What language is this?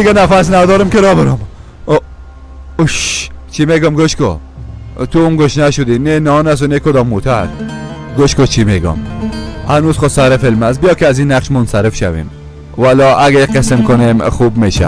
Persian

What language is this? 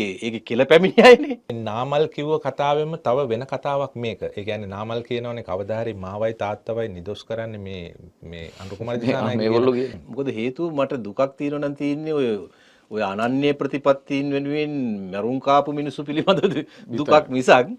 Sinhala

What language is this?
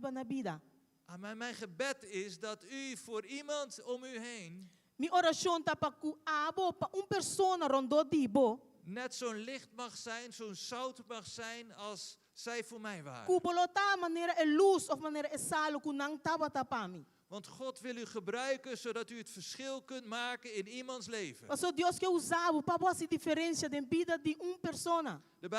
Papiamento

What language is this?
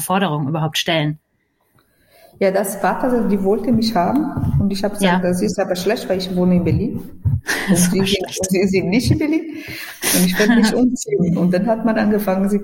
German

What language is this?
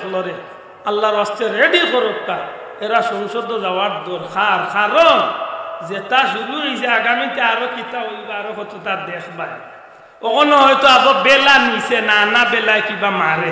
Sylheti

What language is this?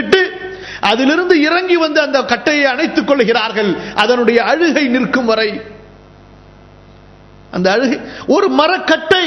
Tamil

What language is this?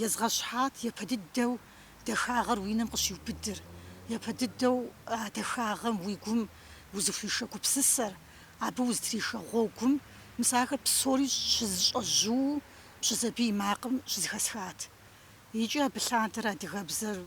Kabardian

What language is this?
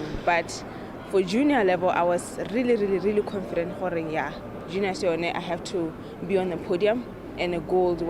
Tswana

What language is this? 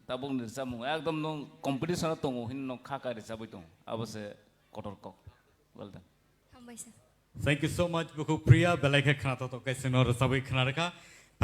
Kok Borok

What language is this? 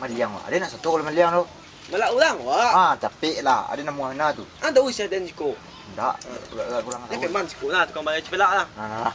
Minangkabau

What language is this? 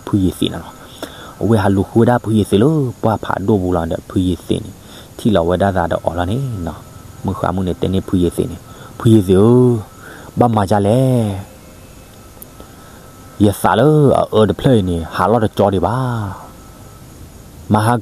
S'gaw Karen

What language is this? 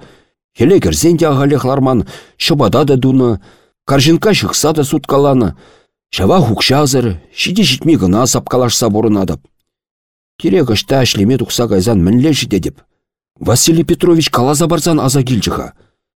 Chuvash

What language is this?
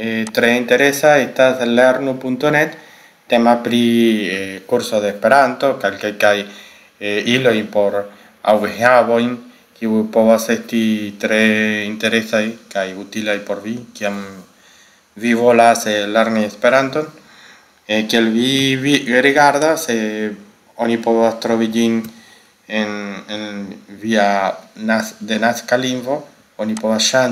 Esperanto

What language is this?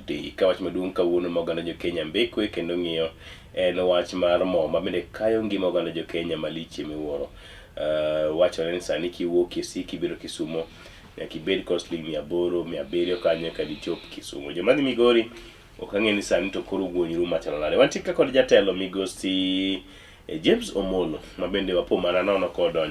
Luo (Kenya and Tanzania)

